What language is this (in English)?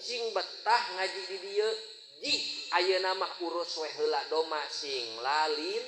Sundanese